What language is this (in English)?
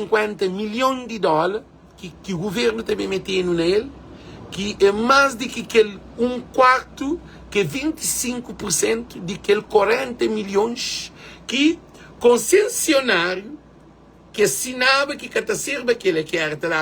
Kabuverdianu